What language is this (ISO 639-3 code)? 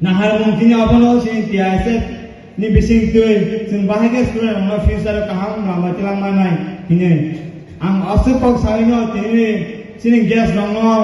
trp